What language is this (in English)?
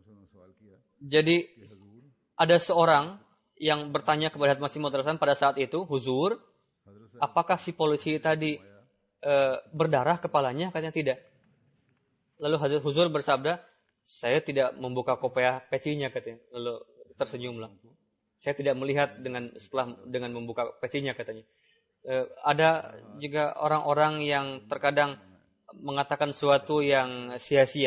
Indonesian